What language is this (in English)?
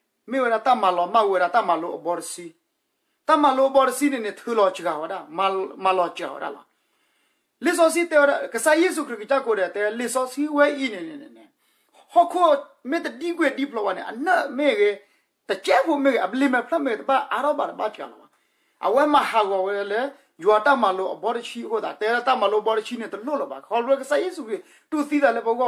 S'gaw Karen